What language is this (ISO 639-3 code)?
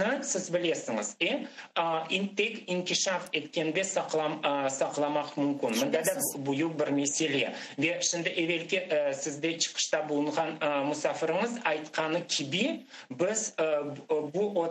crh